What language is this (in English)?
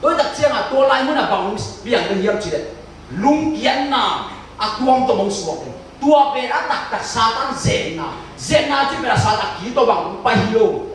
Tedim Chin